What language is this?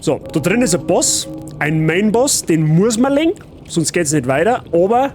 Bavarian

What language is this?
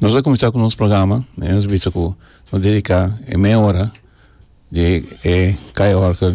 Papiamento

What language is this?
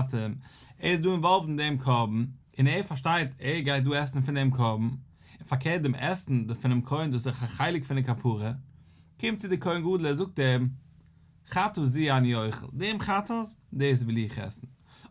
Yiddish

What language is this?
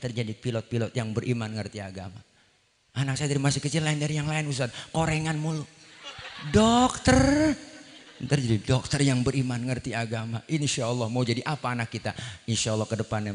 Betawi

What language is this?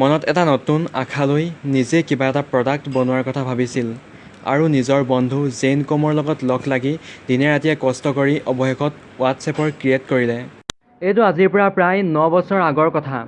Assamese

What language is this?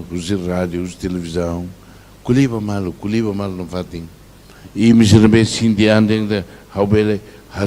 Tetum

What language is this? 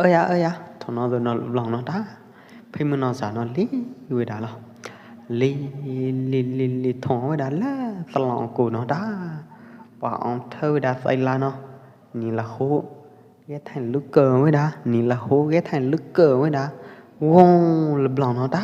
Pwo Eastern Karen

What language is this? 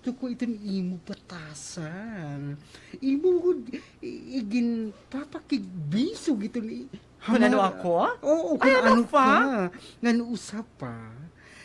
Waray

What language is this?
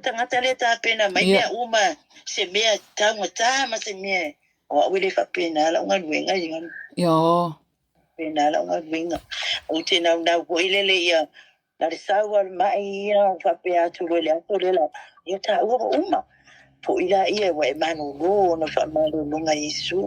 Samoan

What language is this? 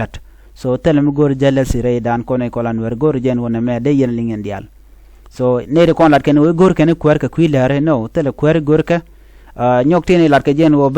Nuer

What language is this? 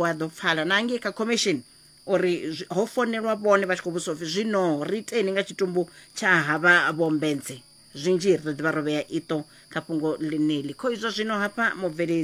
Venda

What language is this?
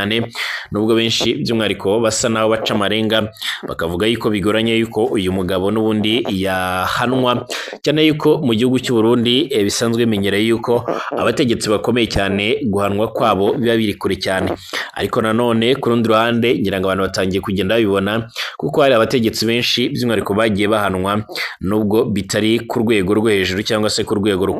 Kinyarwanda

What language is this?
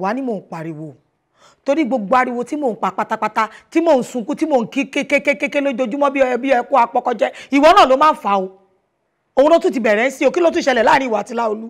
Yoruba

